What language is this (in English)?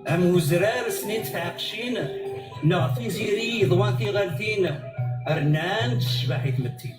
Kabyle